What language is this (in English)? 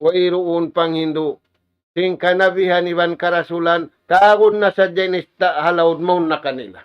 Tausug